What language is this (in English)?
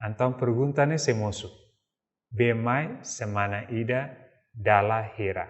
Tetum